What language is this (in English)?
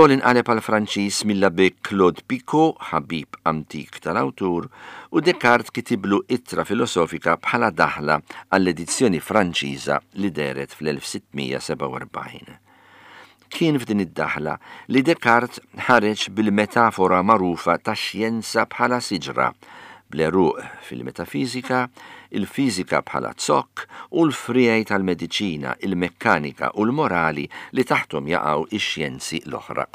Maltese